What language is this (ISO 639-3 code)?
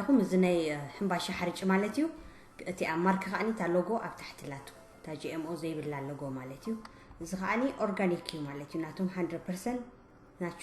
tir